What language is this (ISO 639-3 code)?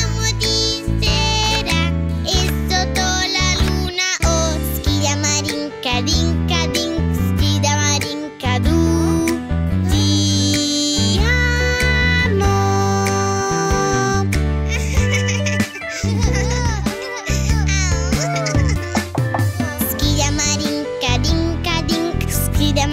ita